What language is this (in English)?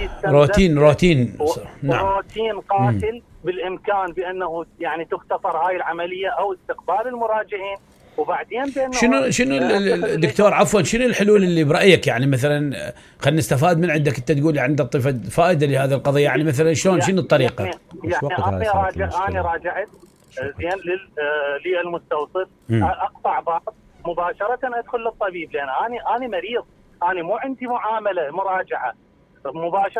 Mesopotamian Arabic